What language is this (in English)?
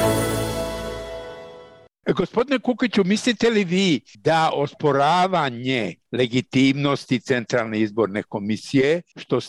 Bosnian